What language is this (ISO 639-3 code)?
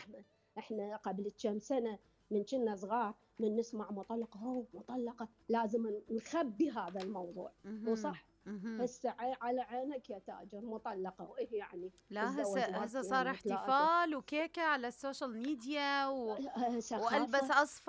acm